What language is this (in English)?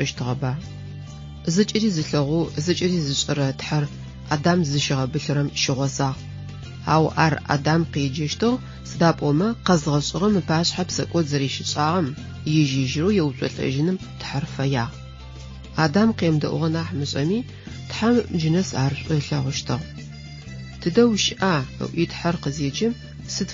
Adyghe